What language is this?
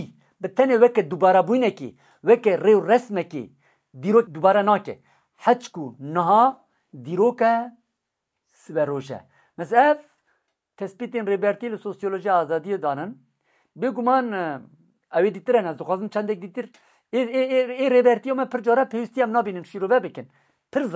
Kurdish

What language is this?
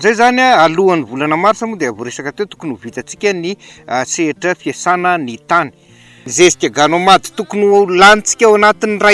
Malagasy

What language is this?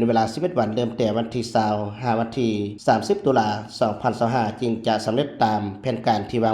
Lao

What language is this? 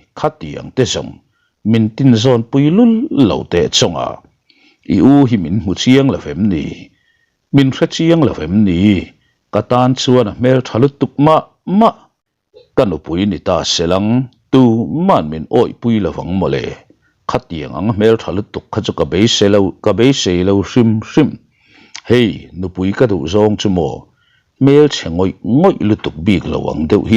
Mizo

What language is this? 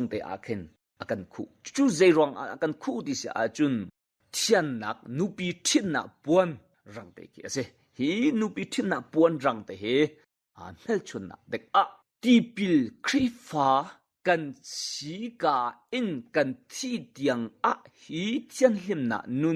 Hakha Chin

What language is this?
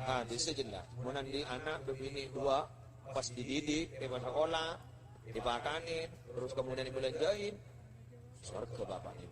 Madurese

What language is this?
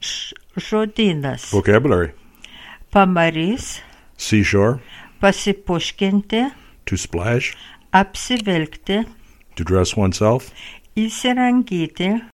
Lithuanian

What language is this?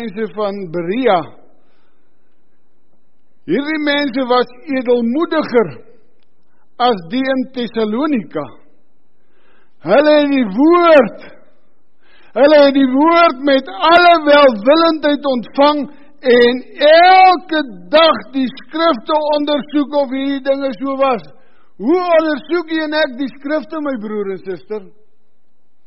Afrikaans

